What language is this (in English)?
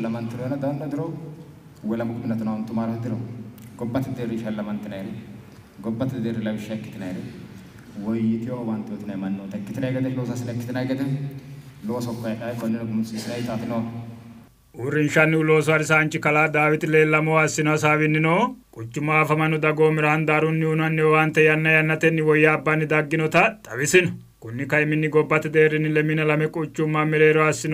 Sidamo